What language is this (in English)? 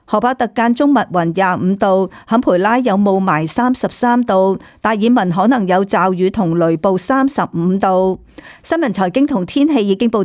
Cantonese